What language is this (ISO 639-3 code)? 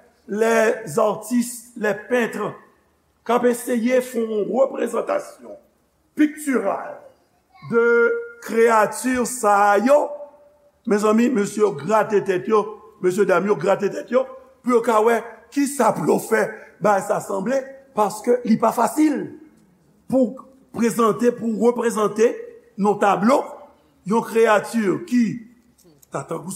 hat